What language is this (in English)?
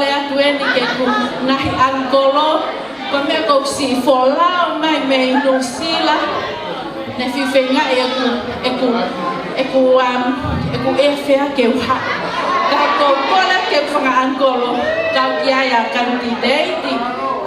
Tongan